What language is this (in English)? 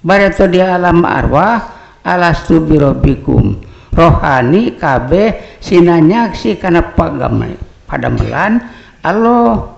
Sundanese